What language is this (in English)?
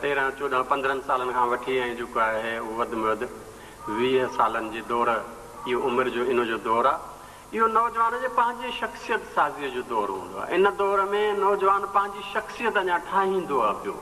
Sindhi